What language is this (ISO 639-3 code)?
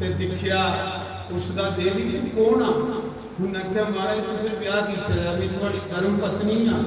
doi